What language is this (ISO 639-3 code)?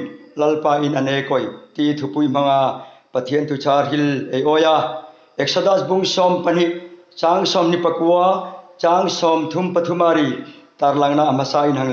hmr